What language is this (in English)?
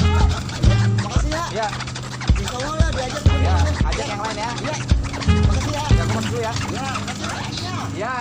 Betawi